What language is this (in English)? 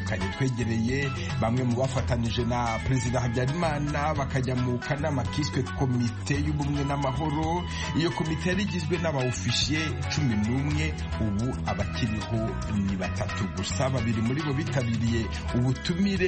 Kinyarwanda